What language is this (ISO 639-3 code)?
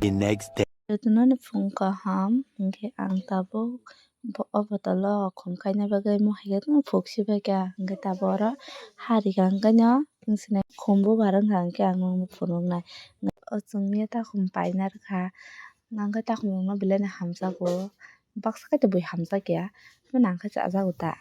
trp